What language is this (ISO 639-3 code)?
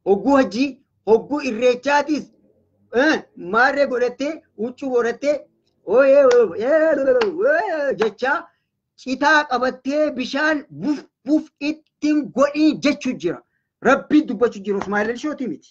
orm